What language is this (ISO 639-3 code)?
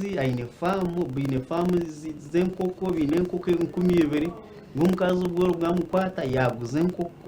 nyn